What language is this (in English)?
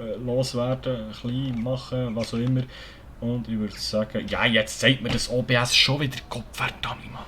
Swiss German